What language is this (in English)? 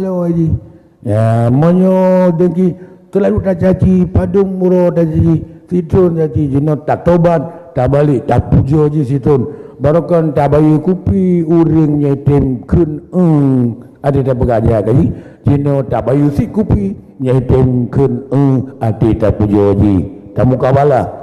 Achinese